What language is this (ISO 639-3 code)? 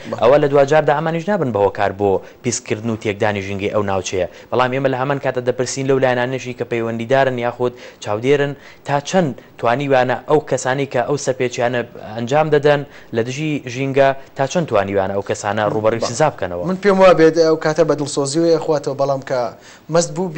ckb